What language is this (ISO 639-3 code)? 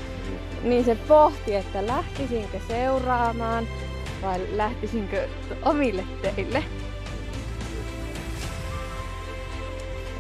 fin